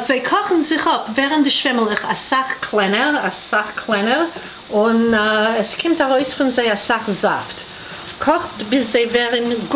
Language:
Yiddish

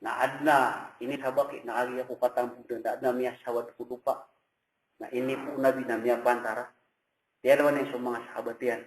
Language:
Maranao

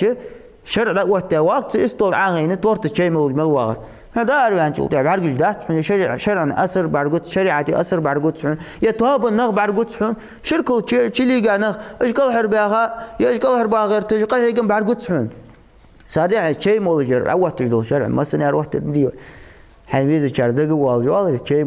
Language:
Ingush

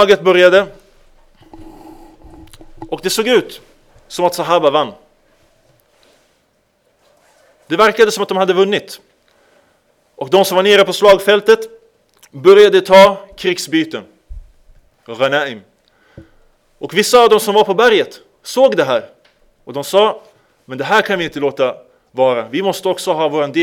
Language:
Swedish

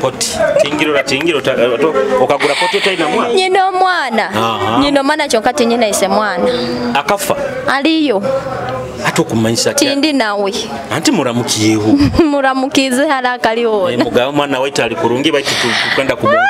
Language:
Nyoro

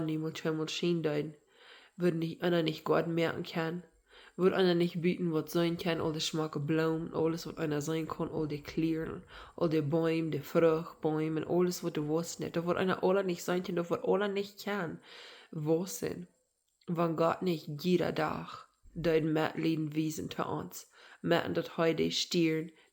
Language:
Plautdietsch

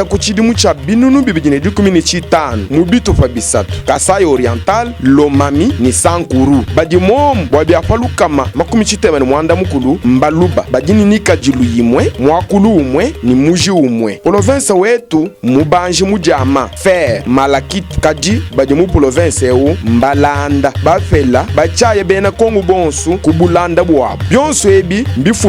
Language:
Luba-Lulua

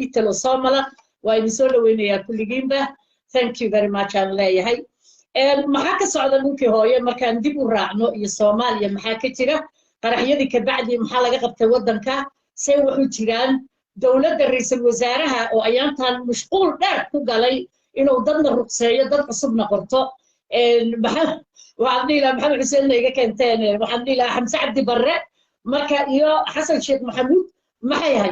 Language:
Somali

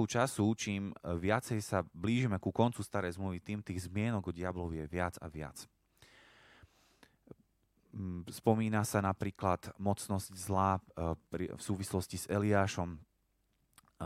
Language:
Slovak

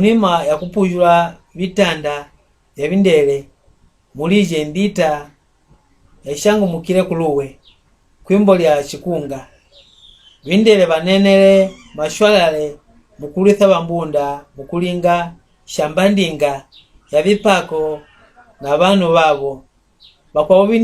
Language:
Mbunda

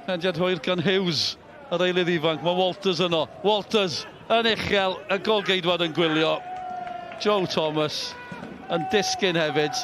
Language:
Welsh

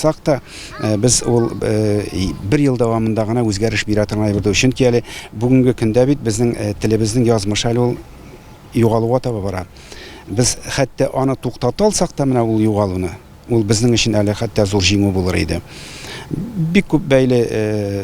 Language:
Tatar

